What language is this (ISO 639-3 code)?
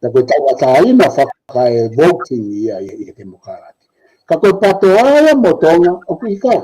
ton